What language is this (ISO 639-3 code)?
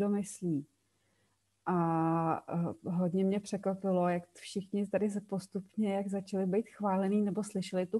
ces